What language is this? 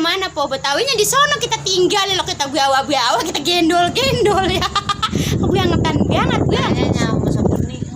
Betawi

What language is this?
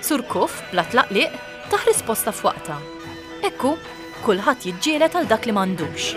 Maltese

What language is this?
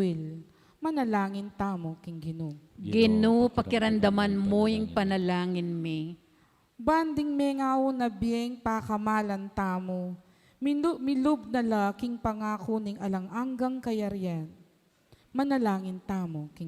Pampanga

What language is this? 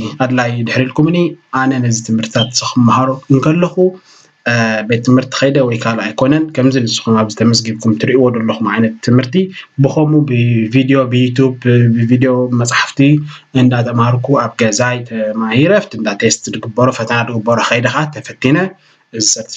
Tigrinya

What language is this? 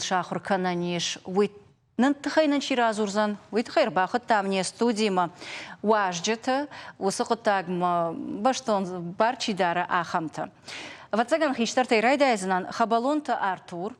Ossetic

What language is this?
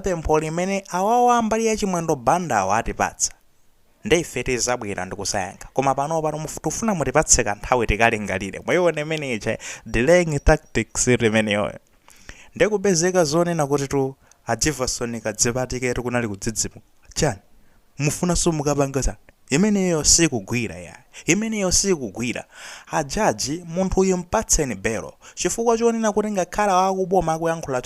Nyanja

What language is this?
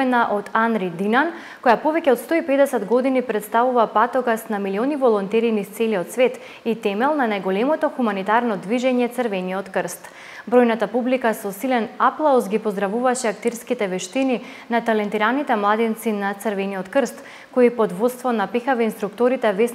Macedonian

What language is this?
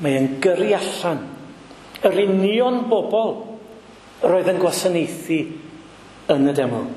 Welsh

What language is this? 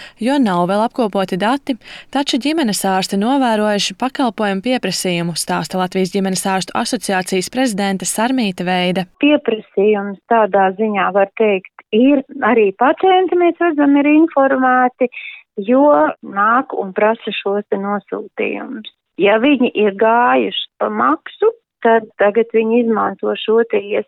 Latvian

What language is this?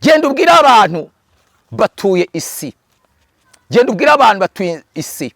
Kinyarwanda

